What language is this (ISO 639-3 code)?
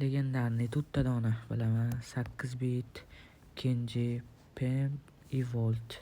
uzb